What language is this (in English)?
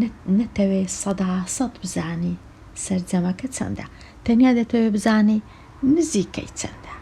Central Kurdish